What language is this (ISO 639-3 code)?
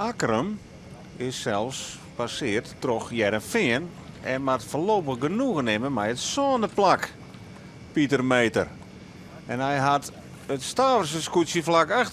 fry